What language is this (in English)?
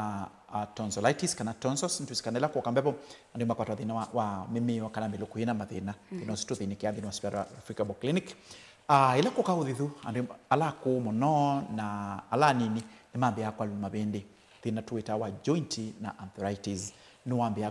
Kamba